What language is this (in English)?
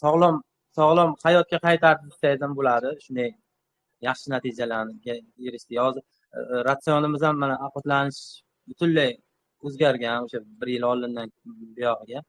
Uzbek